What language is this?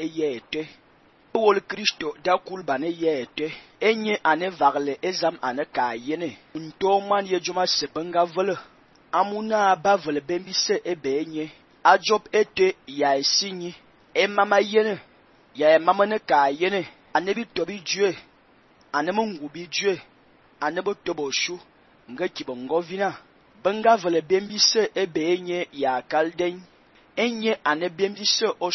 Fang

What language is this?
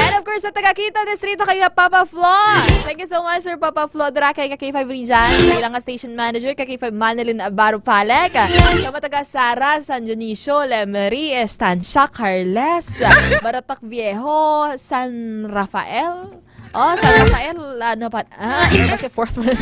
Hiligaynon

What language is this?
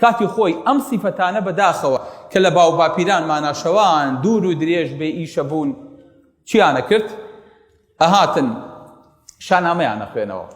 Central Kurdish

